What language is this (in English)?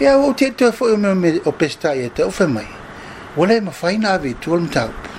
Samoan